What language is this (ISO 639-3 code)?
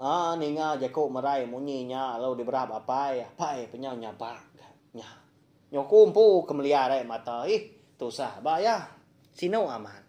iba